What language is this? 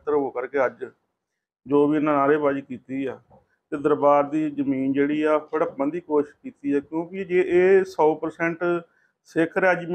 Punjabi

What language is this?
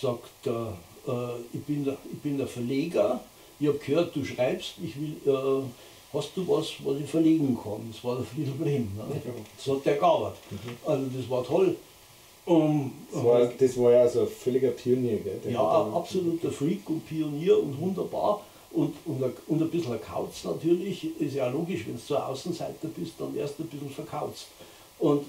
Bavarian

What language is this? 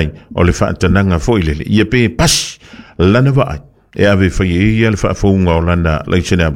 Samoan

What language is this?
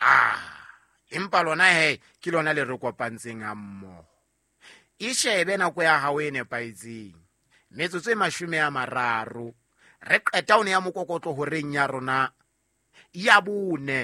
Southern Sotho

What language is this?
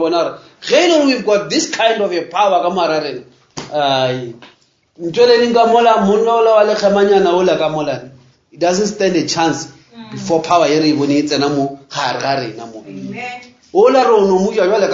Northern Sotho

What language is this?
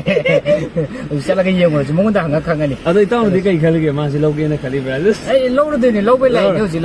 Manipuri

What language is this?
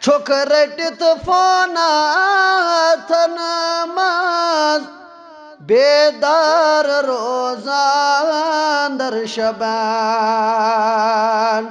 Kashmiri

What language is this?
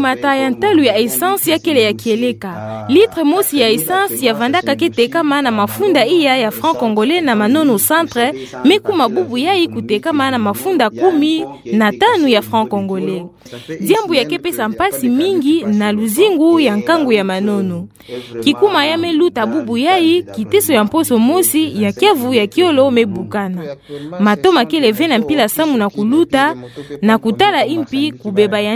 Kituba (Democratic Republic of Congo)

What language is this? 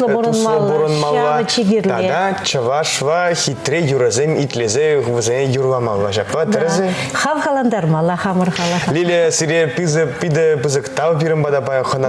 Chuvash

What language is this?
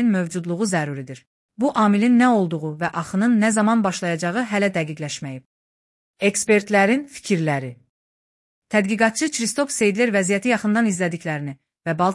Azerbaijani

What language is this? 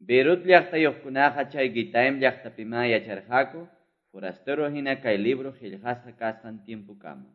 Quechua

